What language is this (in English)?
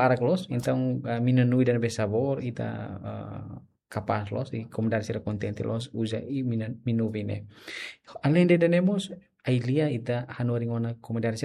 Tetum